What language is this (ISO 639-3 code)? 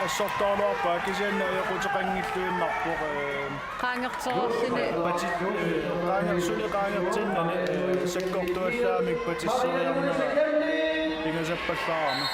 kal